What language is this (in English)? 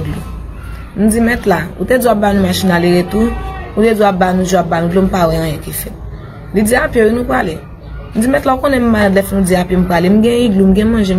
Haitian Creole